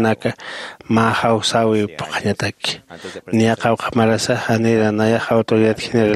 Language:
Aymara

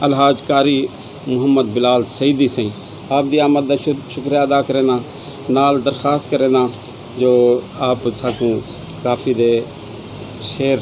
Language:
Saraiki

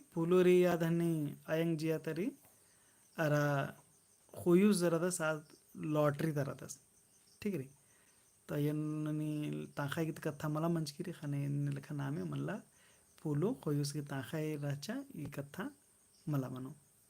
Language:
Kurukh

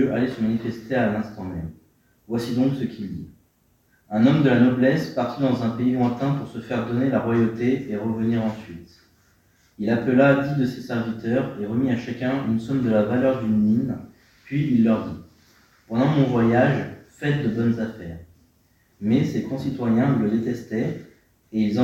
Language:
French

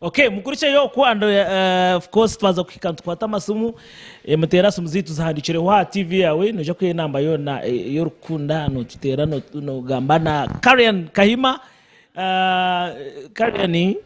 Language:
Nyankole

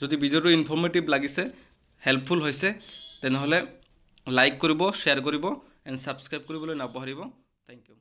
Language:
Assamese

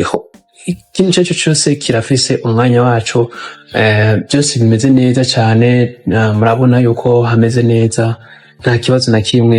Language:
Rundi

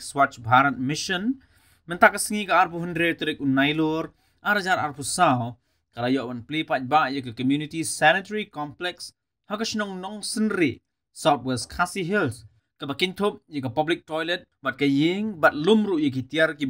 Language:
Khasi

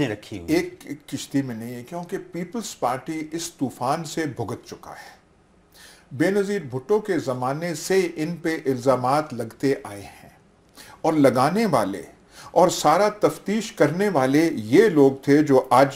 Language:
Urdu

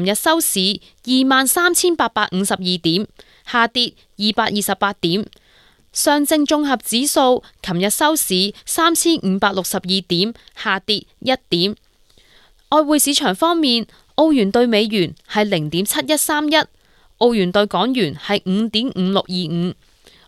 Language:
Cantonese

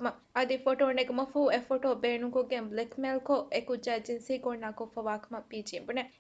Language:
Divehi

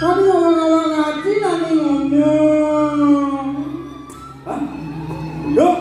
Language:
Balinese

